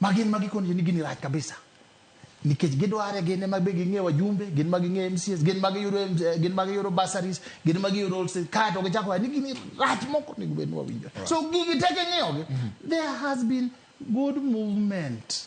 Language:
Luo (Kenya and Tanzania)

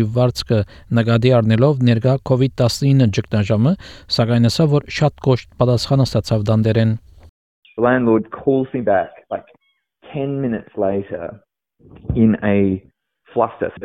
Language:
Armenian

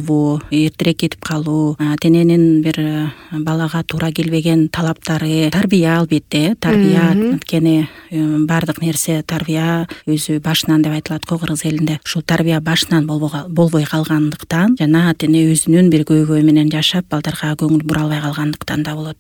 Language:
Kyrgyz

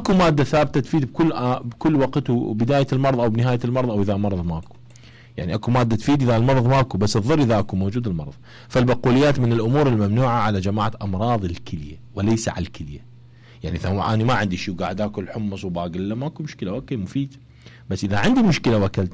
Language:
Mesopotamian Arabic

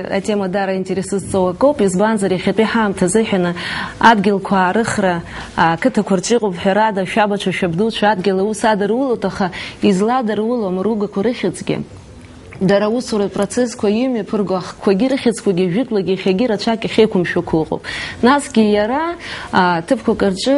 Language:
Abkhazian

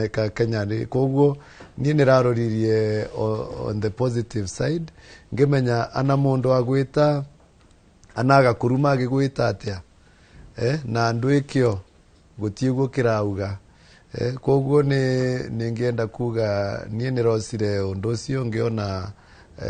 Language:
Kikuyu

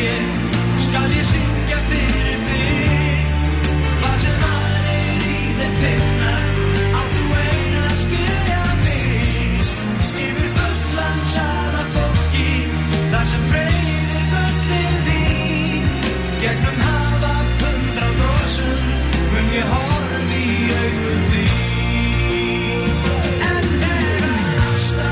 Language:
Icelandic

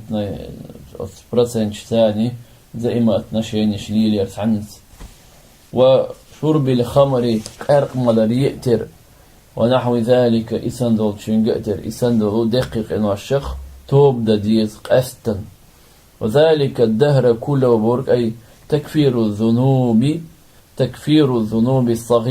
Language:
Chechen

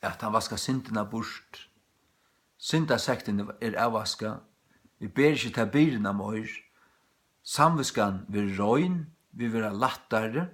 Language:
Faroese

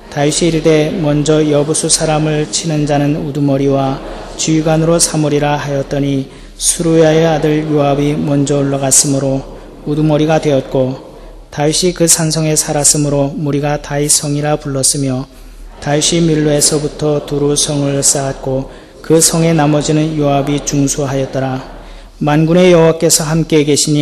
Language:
Korean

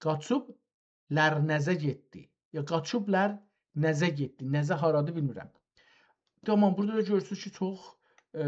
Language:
South Azerbaijani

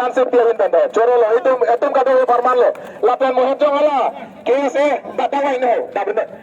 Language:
Karbi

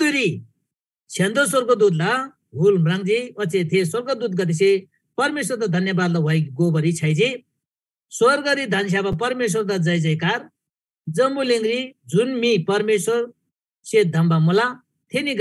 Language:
Eastern Tamang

